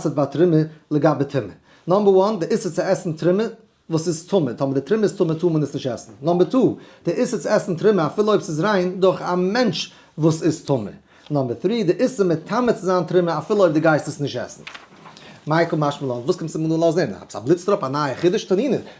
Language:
Yiddish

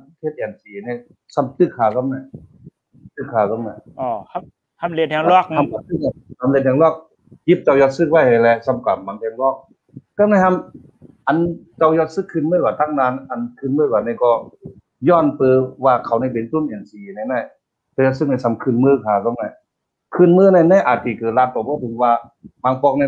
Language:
Shan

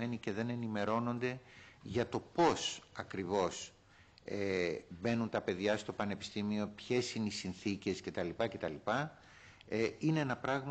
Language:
Greek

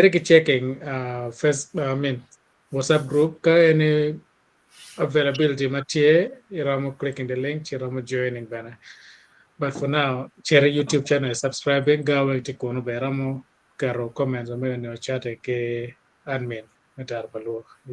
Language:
Acoli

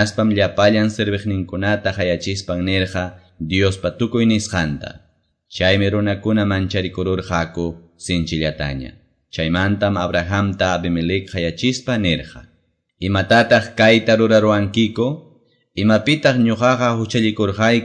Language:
Quechua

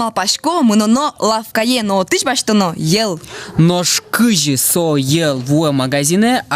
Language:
Udmurt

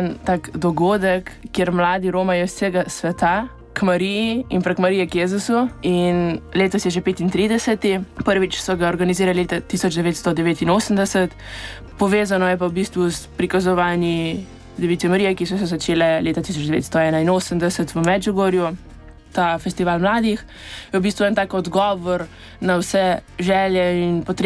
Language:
Slovenian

